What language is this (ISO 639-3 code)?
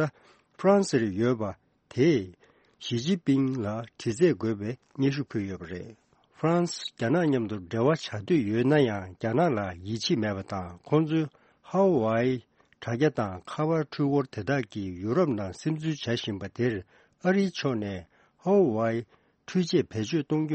bod